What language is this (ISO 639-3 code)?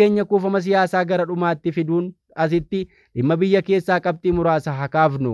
orm